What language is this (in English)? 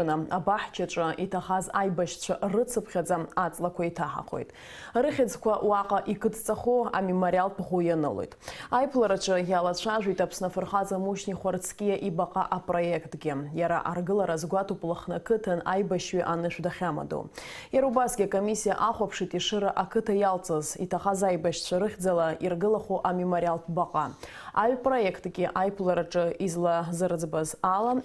Abkhazian